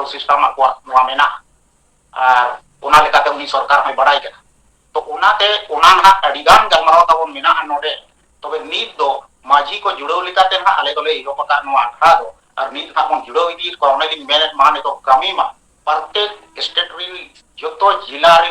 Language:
Santali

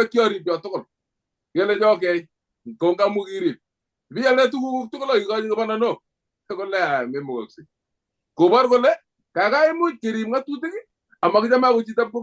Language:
Kalenjin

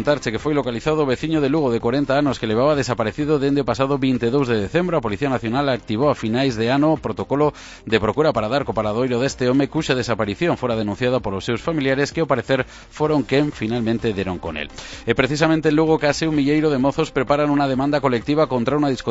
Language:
Galician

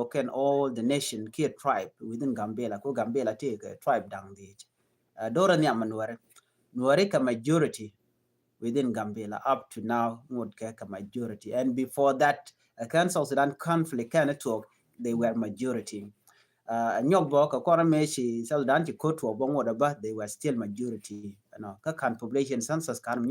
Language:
Nuer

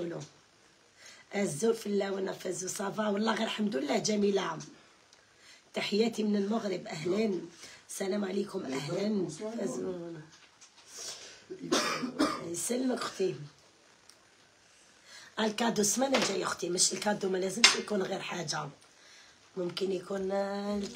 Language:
Algerian Arabic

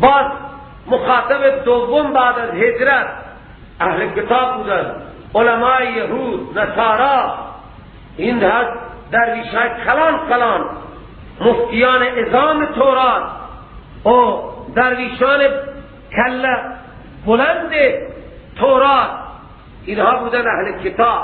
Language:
Persian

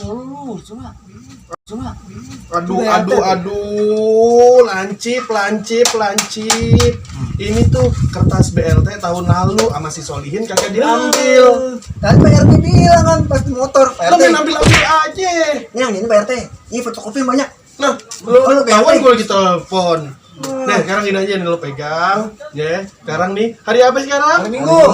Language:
Betawi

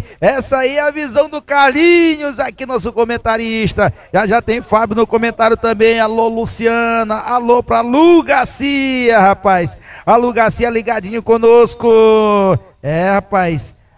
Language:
Portuguese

